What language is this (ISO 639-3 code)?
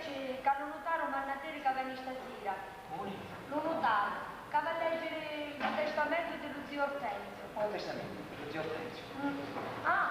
scn